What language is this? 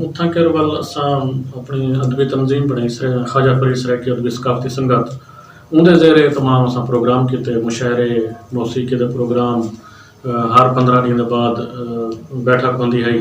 Saraiki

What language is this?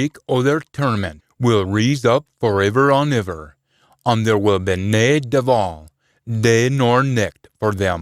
Scots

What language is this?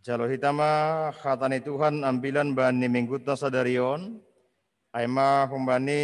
Batak Simalungun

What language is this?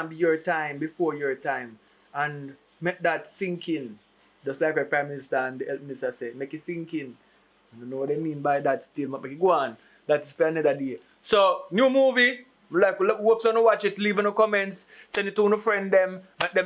Jamaican Creole English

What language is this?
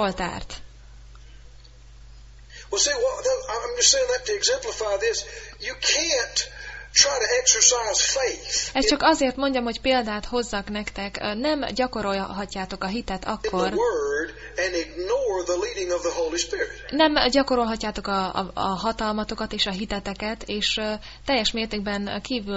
Hungarian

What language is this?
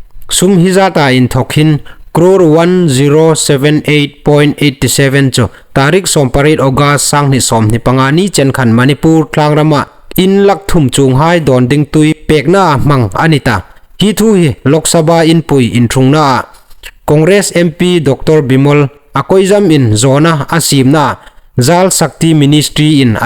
Hmar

